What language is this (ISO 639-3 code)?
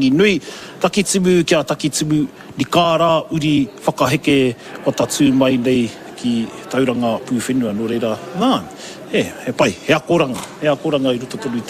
mri